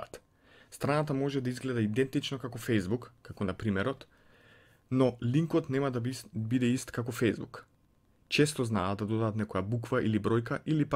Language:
Macedonian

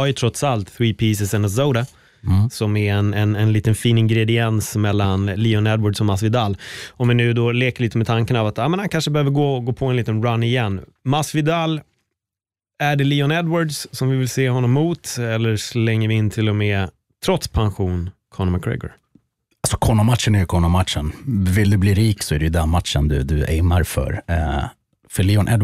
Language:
Swedish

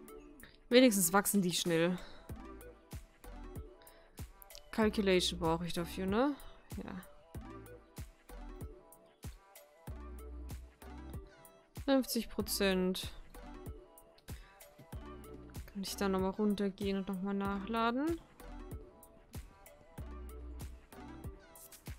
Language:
German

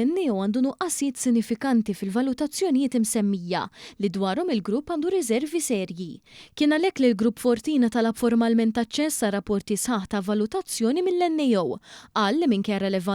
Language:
Maltese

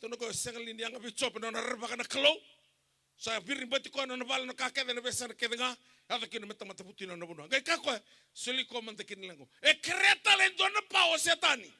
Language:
Fijian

